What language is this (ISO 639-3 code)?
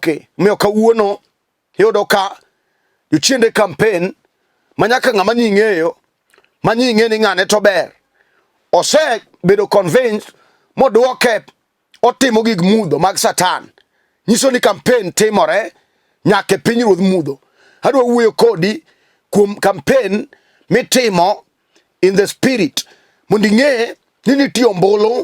luo